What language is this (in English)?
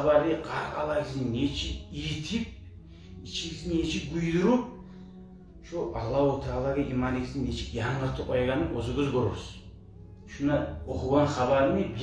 Kumyk